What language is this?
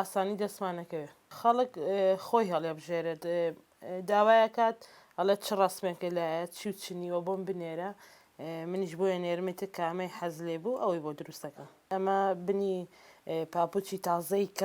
Central Kurdish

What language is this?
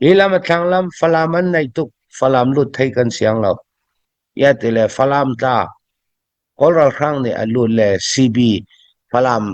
Falam Chin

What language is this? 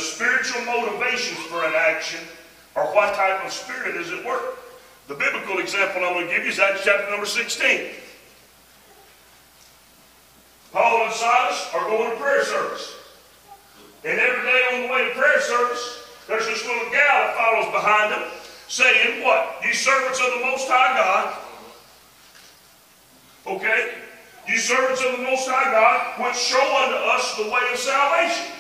English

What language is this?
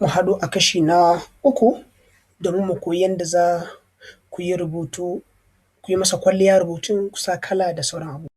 Hausa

